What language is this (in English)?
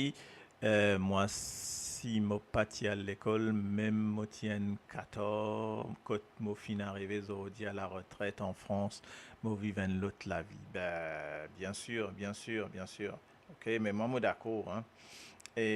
Morisyen